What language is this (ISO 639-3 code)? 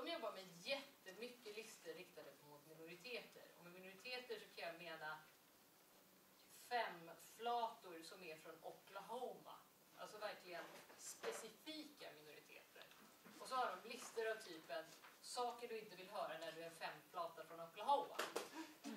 swe